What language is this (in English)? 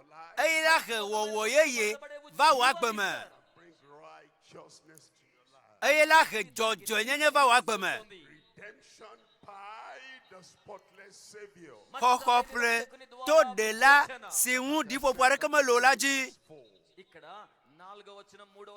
Ewe